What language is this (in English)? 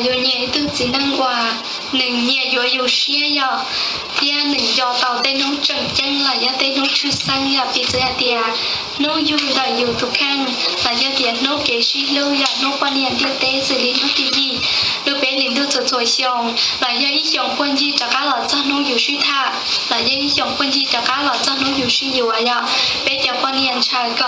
Hmong